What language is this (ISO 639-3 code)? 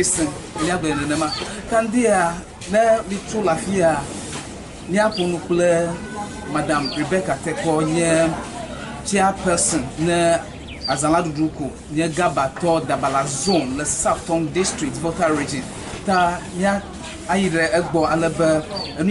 ewe